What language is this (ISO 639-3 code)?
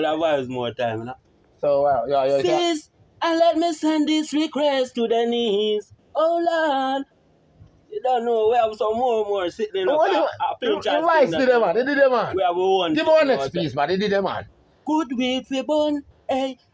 jam